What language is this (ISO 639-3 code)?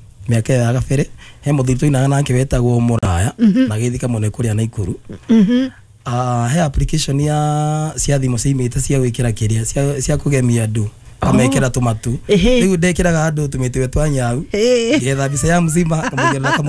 kik